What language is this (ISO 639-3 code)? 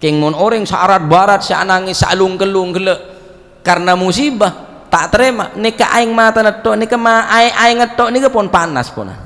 mad